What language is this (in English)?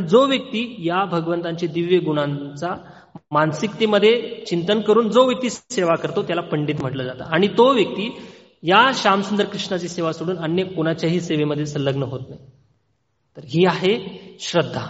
Marathi